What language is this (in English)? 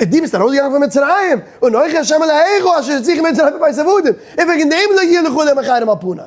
Yiddish